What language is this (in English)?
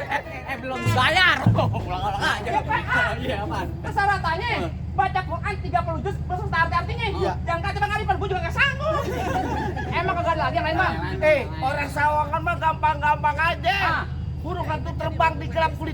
Betawi